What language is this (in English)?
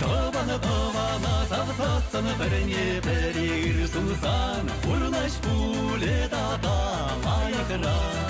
Chuvash